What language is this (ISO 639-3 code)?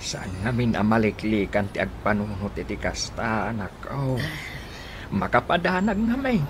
ilo